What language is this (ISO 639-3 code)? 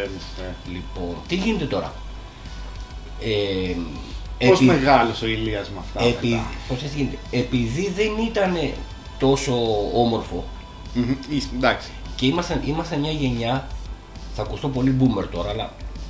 ell